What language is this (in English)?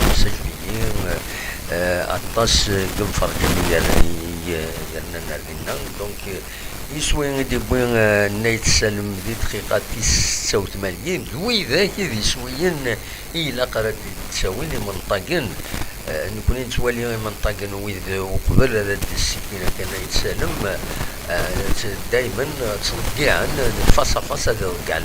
Kabyle